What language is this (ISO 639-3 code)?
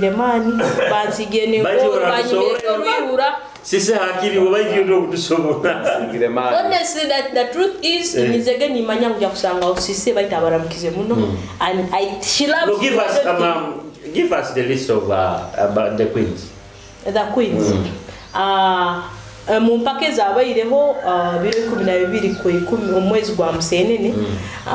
nyo